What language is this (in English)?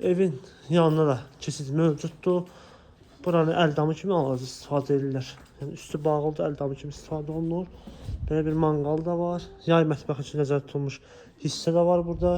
Azerbaijani